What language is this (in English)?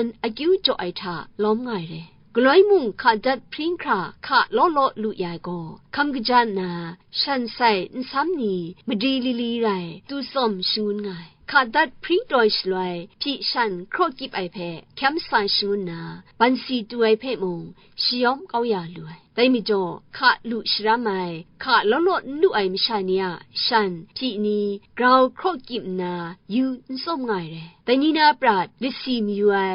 Kachin